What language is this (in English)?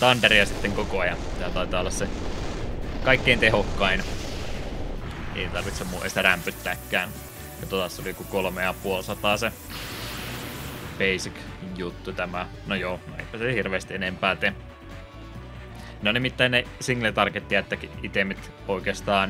Finnish